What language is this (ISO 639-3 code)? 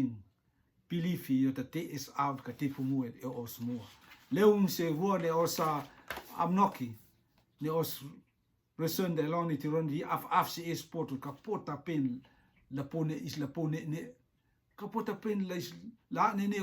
rtm